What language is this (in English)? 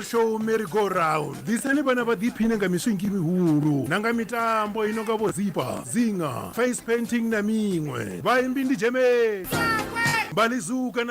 Venda